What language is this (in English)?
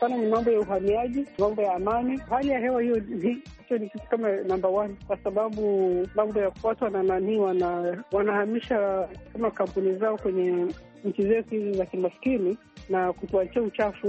Swahili